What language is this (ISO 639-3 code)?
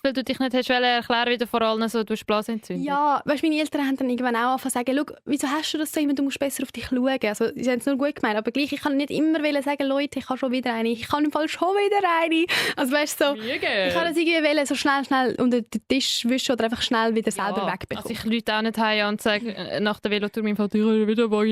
gsw